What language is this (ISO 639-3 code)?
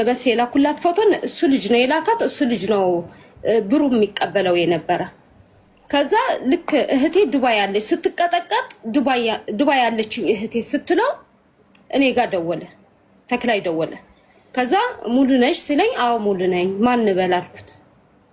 amh